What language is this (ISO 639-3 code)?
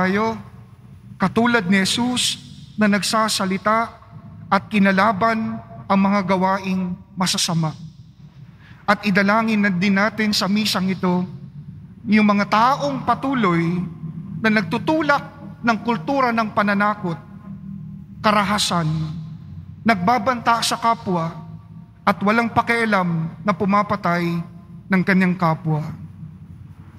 fil